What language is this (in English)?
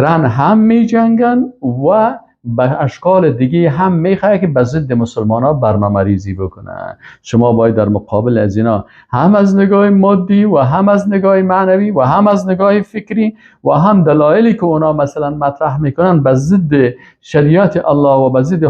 Persian